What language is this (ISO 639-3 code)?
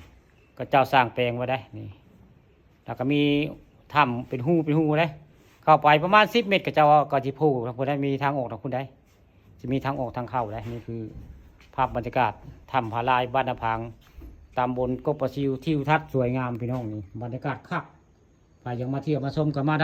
tts